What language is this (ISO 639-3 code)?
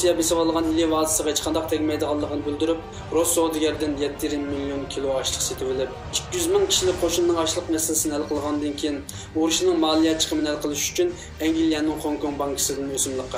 uig